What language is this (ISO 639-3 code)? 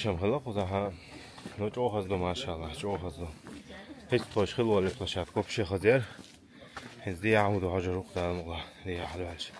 che